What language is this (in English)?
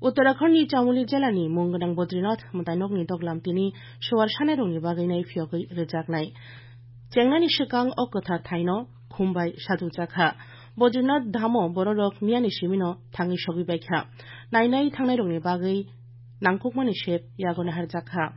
Kok Borok